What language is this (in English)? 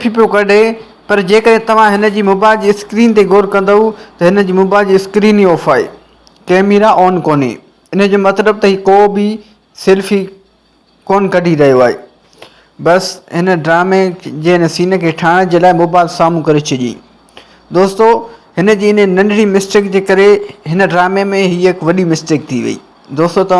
Sindhi